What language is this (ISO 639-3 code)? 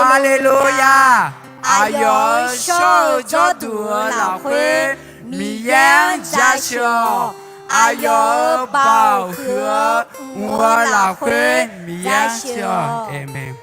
ahk